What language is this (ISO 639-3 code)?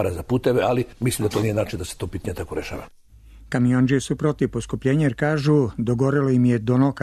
srp